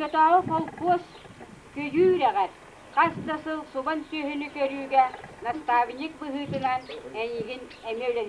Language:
Yakut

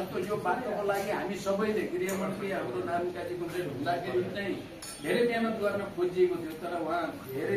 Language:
Nepali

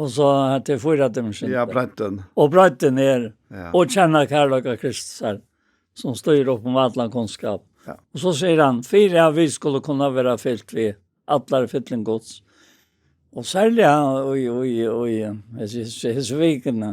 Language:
Faroese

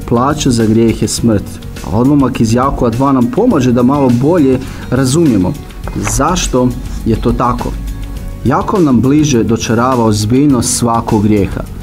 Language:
Croatian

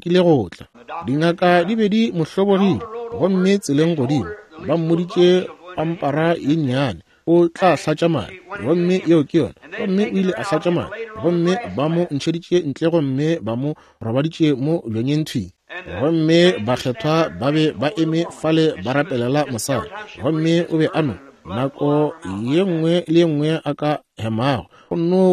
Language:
Northern Sotho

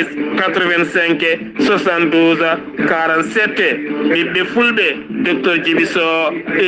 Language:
Fula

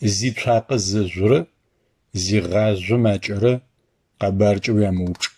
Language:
Adyghe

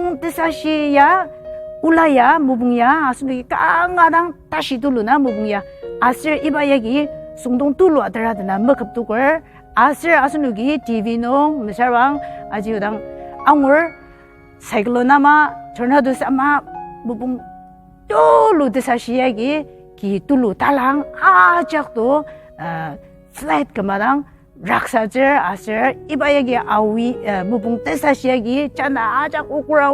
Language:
Ao Naga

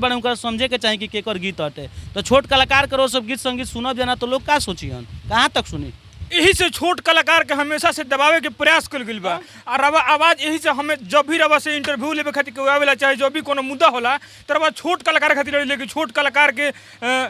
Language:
Bhojpuri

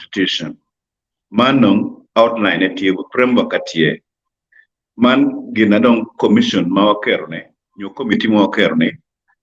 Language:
Acoli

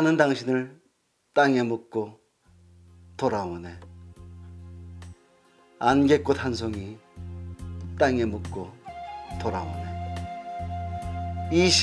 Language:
Korean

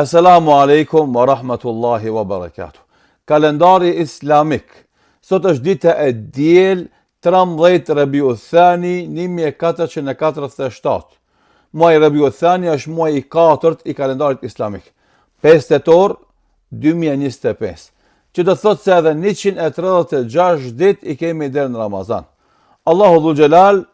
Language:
Albanian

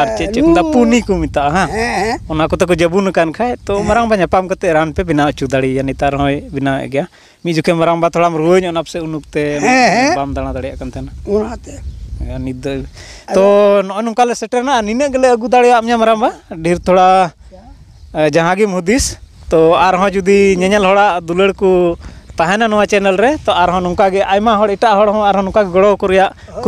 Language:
Santali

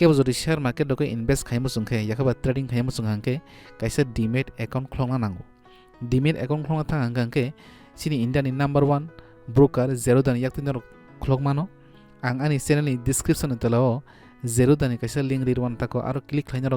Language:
Kok Borok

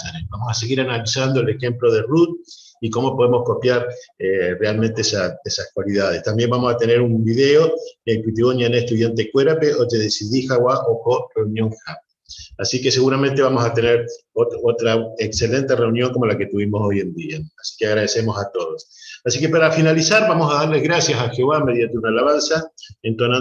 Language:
Guarani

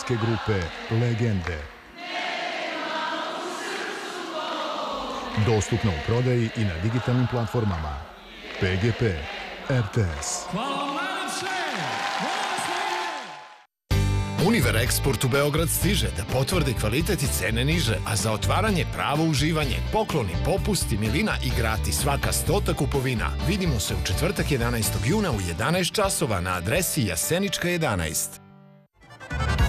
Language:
Serbian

